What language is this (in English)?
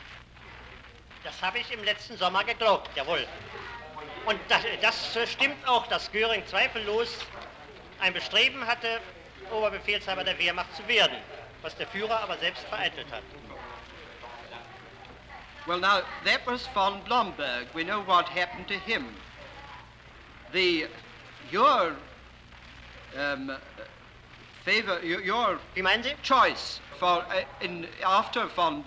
German